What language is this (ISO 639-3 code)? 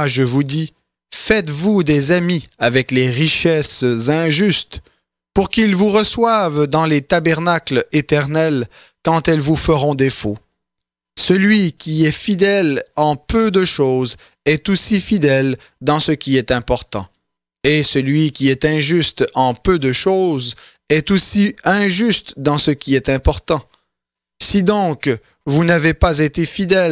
fra